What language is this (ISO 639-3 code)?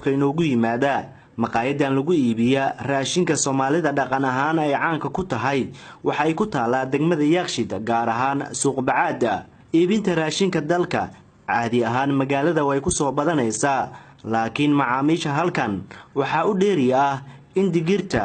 som